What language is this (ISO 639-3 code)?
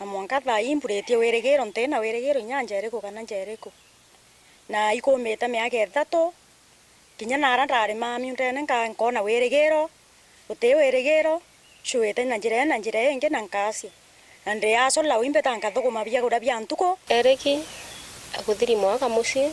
mer